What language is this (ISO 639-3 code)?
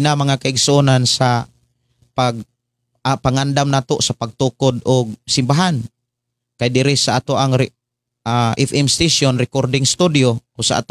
ceb